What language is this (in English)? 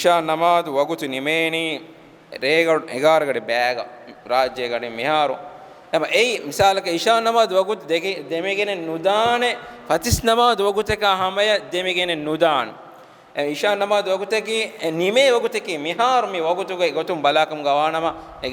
Divehi